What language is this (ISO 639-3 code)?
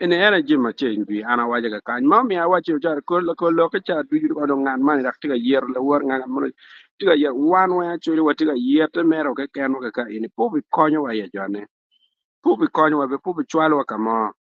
ach